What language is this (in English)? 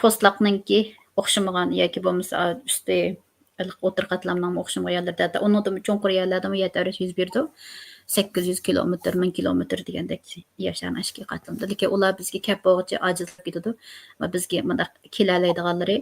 Uyghur